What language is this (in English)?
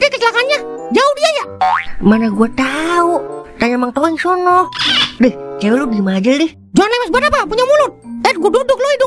Betawi